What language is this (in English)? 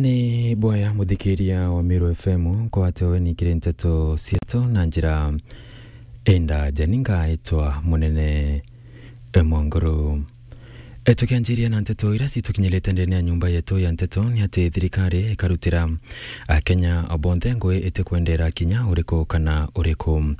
Meru